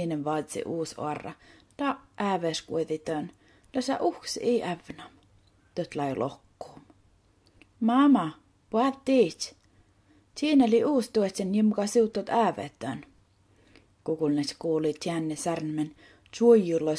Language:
Skolt Sami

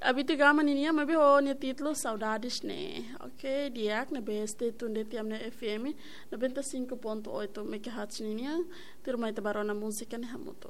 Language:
Tetum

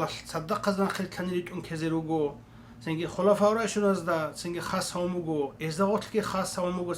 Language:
Avaric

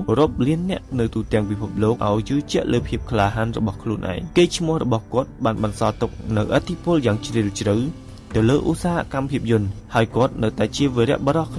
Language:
Khmer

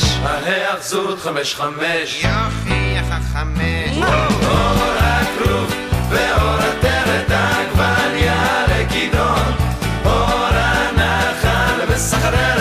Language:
Hebrew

